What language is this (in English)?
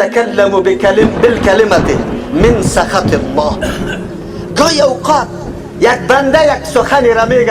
Persian